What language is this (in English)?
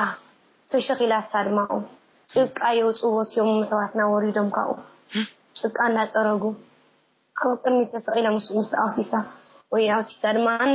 Tigrinya